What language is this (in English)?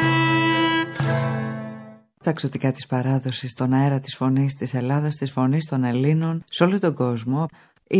Greek